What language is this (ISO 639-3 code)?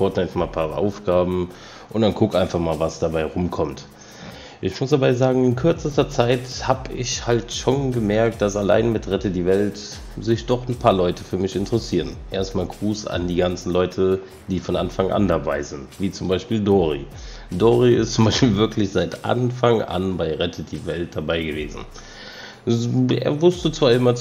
deu